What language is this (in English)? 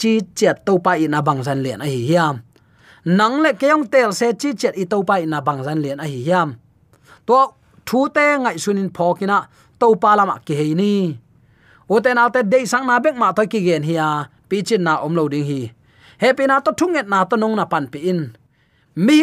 Tedim Chin